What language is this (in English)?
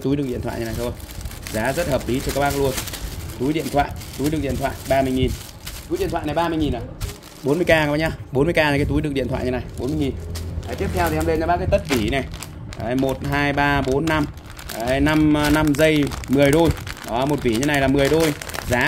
Vietnamese